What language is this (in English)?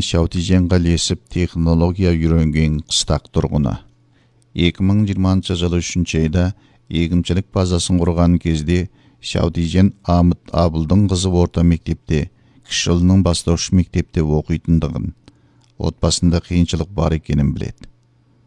Kazakh